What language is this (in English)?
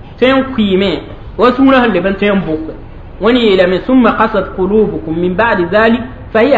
Mossi